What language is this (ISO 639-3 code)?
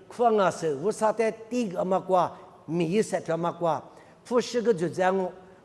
lis